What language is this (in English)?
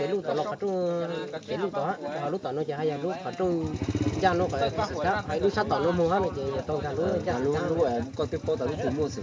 Hmong